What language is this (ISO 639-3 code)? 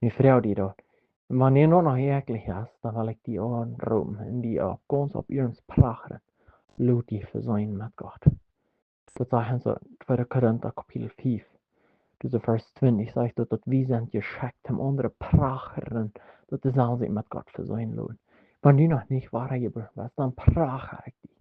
pdt